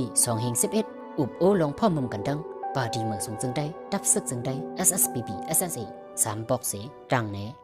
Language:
Shan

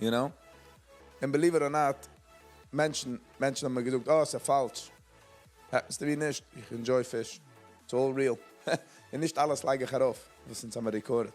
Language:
Yiddish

